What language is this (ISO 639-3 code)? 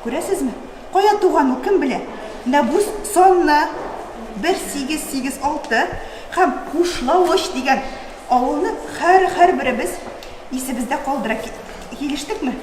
tat